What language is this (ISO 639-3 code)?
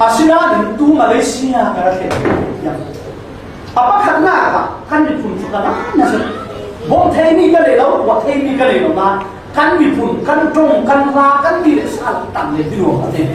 cfm